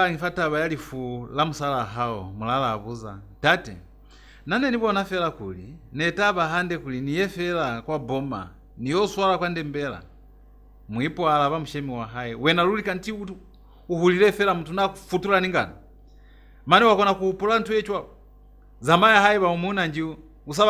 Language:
Lozi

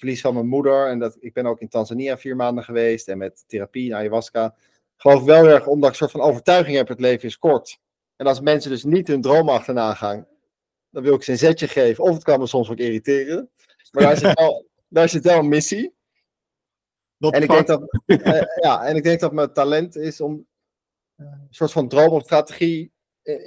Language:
Dutch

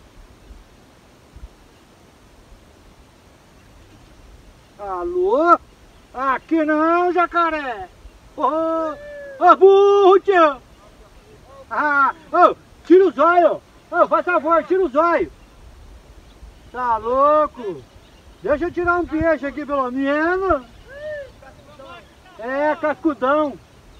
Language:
Portuguese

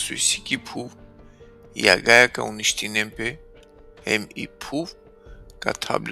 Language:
Balkan Romani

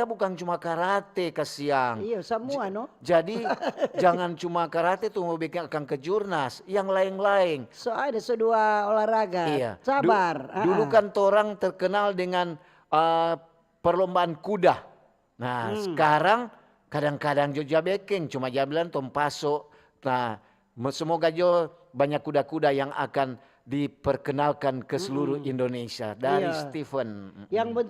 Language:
Manado Malay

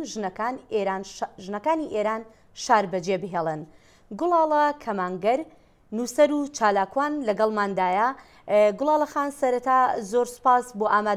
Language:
Central Kurdish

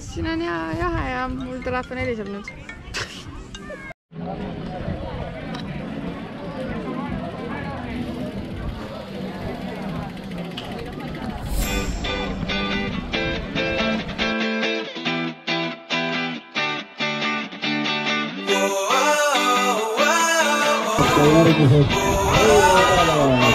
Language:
Estonian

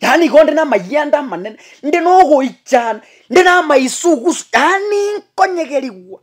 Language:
Gusii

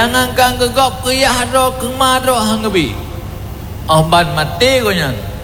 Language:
Achinese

